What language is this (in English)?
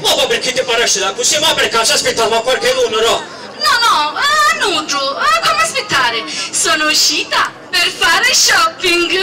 Sicilian